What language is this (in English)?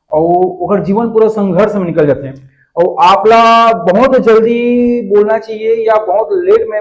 Chhattisgarhi